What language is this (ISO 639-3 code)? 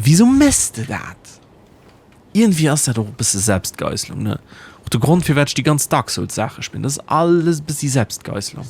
ltz